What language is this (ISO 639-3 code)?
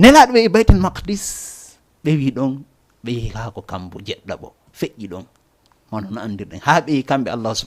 ful